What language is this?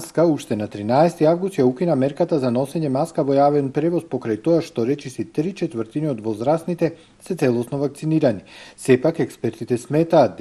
Macedonian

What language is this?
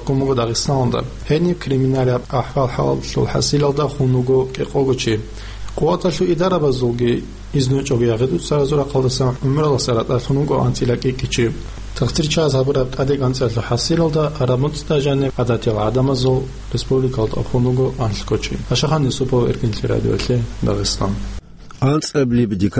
Avaric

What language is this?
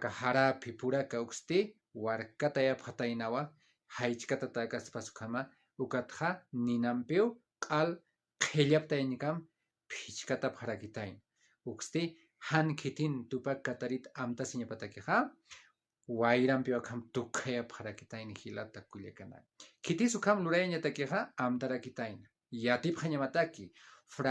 Aymara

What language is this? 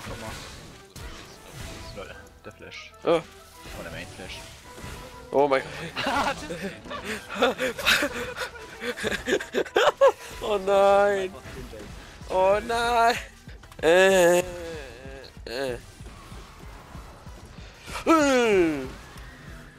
German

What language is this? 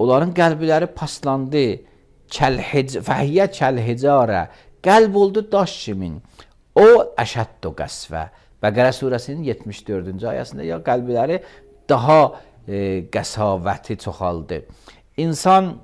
Azerbaijani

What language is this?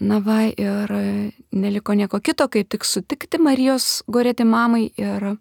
Lithuanian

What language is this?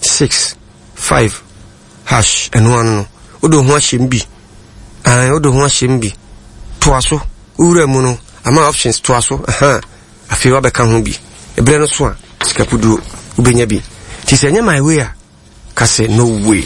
Akan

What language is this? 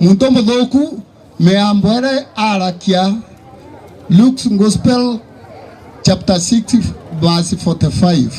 Meru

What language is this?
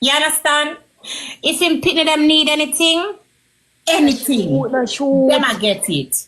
Jamaican Creole English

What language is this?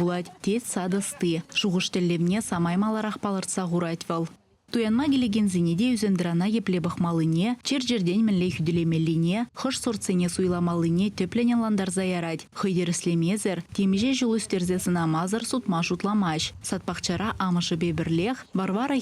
Chuvash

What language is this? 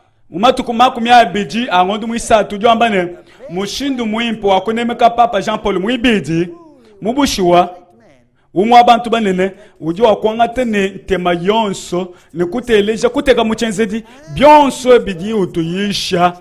Luba-Lulua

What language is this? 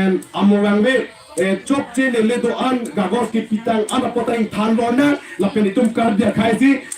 Karbi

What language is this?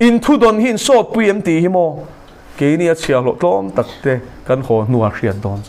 Mizo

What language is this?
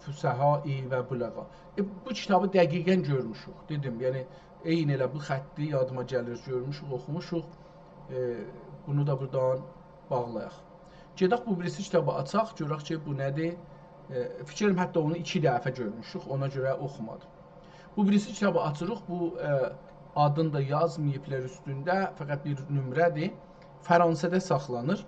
South Azerbaijani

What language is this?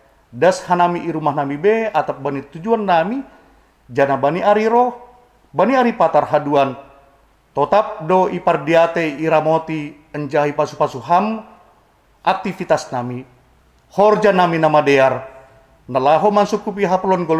Batak Simalungun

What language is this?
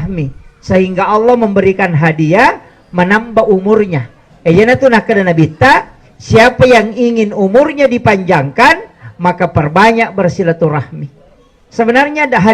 Buginese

